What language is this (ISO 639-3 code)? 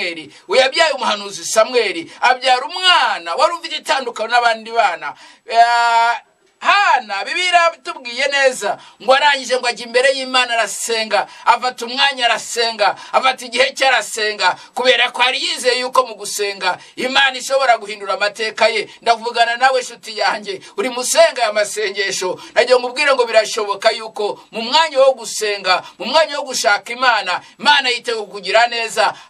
kin